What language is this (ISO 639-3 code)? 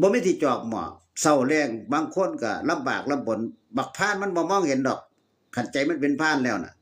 tts